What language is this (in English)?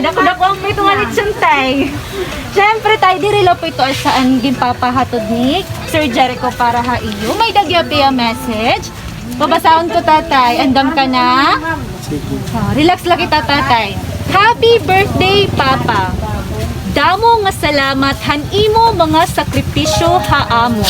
Waray